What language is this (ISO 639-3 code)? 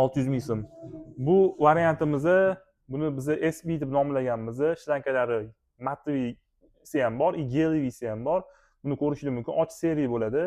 uzb